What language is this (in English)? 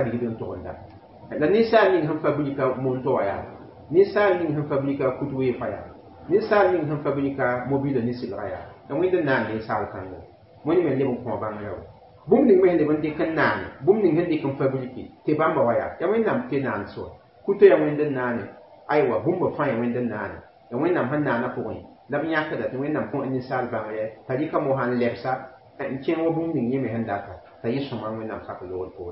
Mossi